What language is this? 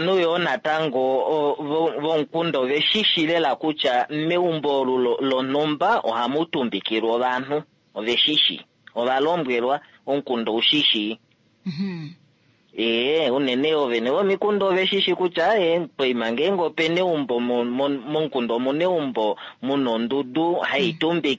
Kuanyama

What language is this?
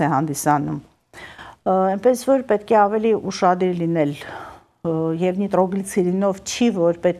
Armenian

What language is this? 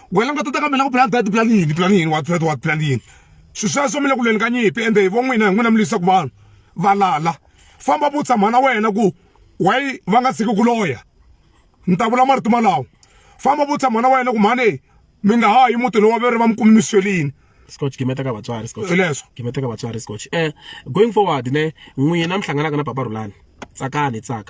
Tsonga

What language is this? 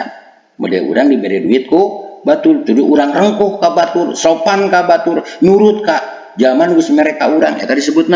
Sundanese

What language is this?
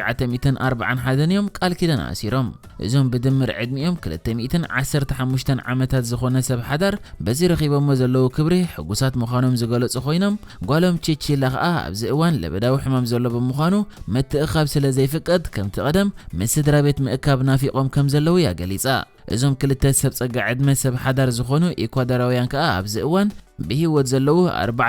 Tigrinya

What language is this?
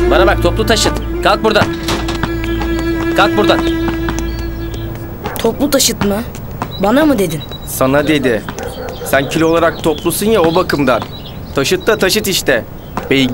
Turkish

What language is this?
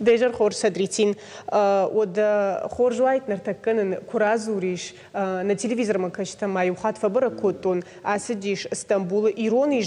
Ossetic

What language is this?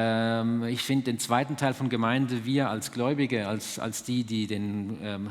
Swiss German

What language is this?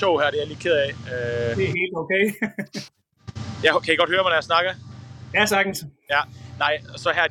Danish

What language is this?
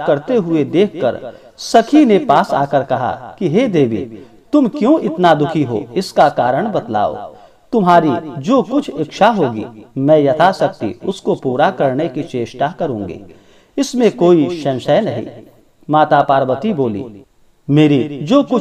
Hindi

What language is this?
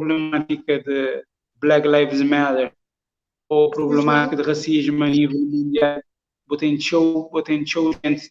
Kabuverdianu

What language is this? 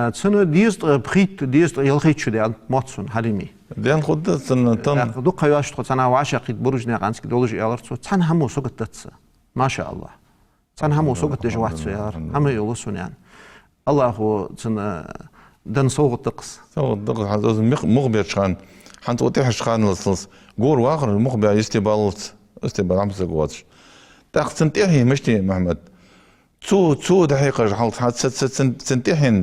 Ingush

